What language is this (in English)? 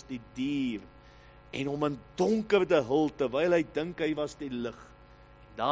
Afrikaans